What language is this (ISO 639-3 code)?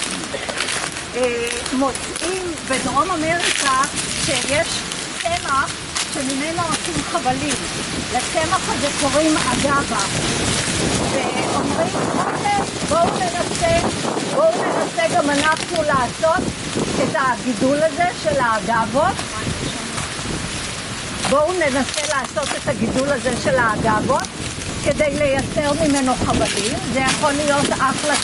heb